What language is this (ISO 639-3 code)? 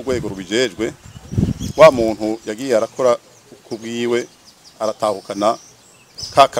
run